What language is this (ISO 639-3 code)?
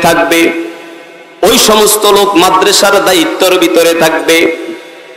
ben